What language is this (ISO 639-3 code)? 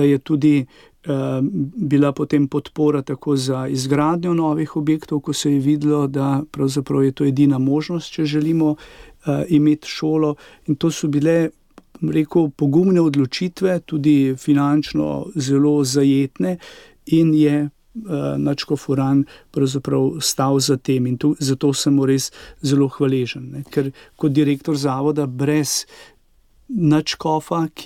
slv